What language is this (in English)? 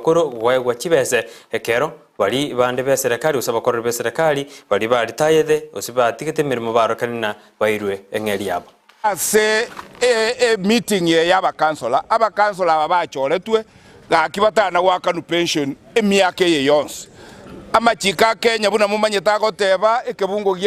Gusii